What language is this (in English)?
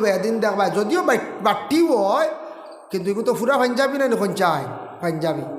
Sylheti